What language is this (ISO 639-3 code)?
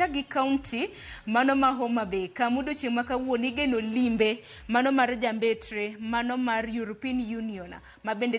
luo